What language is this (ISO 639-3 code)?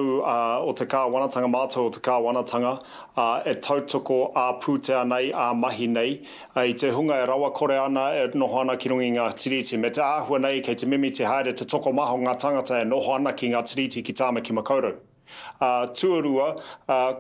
mri